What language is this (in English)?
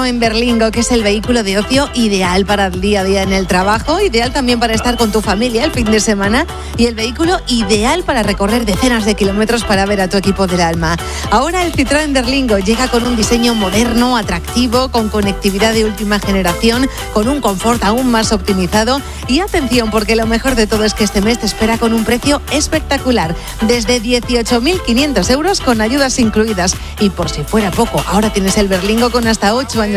Spanish